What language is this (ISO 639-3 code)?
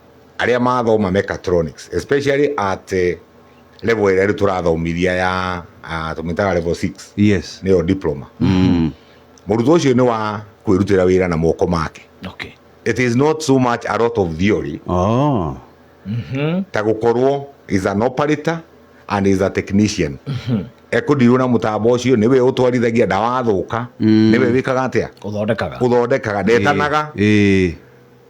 kik